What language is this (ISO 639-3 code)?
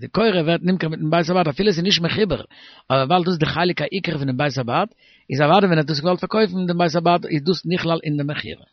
yid